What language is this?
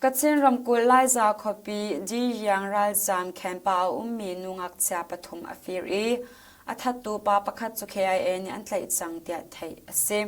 Hakha Chin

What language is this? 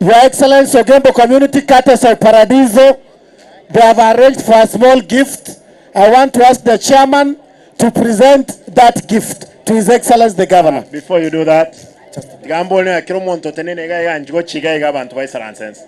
Gusii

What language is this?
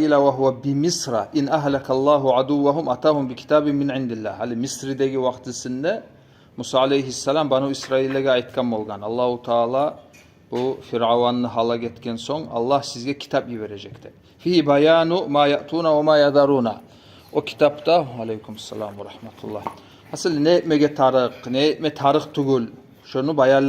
Kumyk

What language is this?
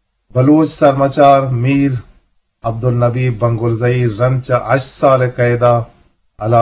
Eastern Balochi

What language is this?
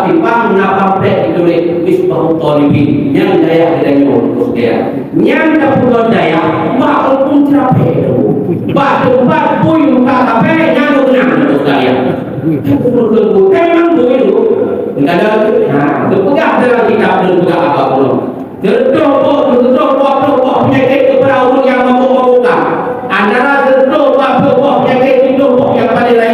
Achinese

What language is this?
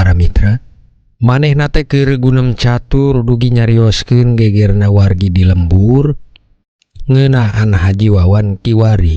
Sundanese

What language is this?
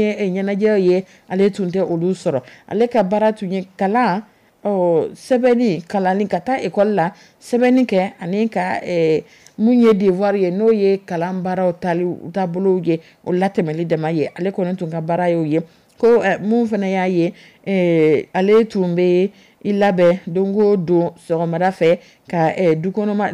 Dyula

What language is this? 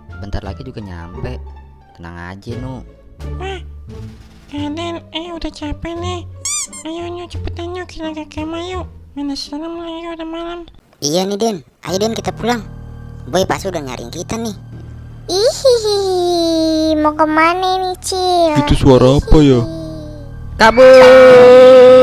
Betawi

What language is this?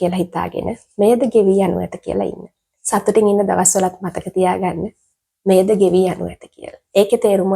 Sinhala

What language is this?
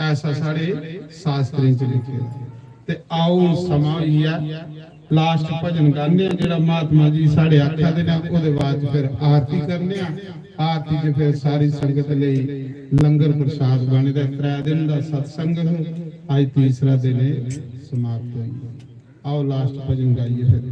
Dogri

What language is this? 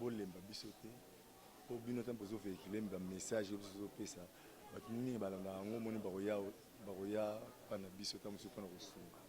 Lingala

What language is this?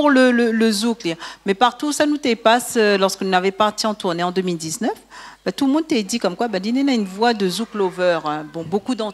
Réunion Creole French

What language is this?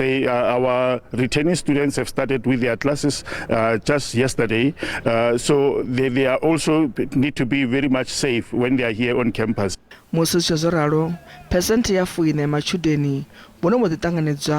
Venda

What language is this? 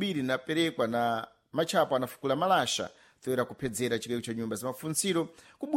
Sena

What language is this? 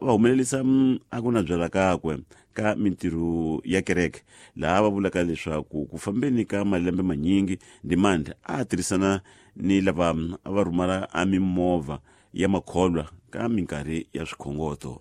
Tsonga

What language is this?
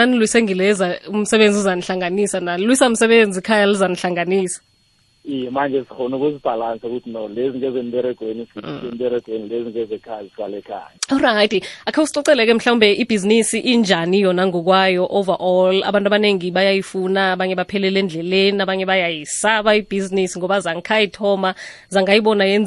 South Ndebele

